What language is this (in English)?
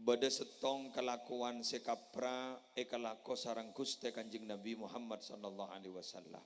Madurese